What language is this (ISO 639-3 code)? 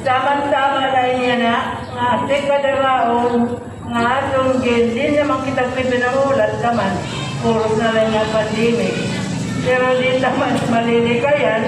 war